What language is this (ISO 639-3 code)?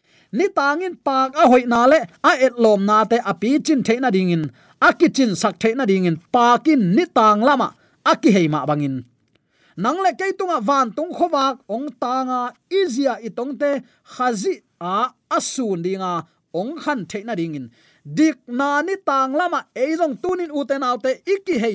ctd